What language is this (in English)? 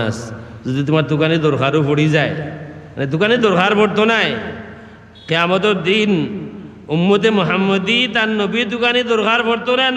Sylheti